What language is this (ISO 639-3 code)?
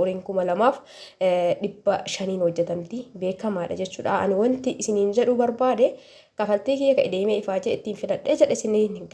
orm